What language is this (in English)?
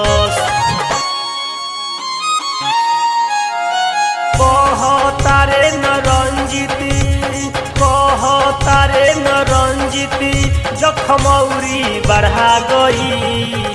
Bhojpuri